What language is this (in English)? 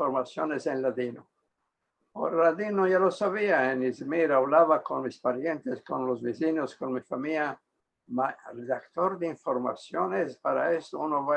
Ladino